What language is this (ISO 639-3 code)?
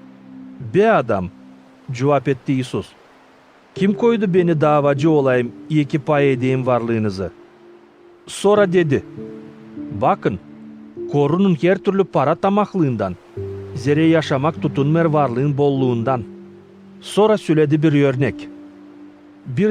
gag